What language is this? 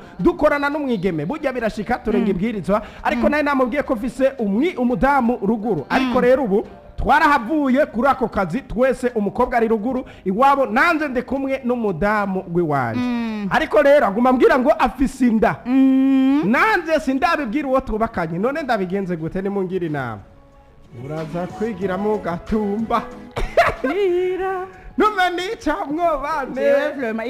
Rundi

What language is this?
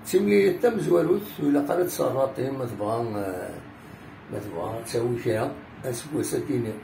Kabyle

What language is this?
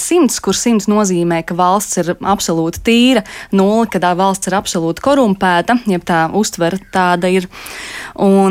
Latvian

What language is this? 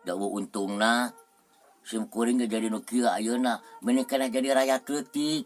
Sundanese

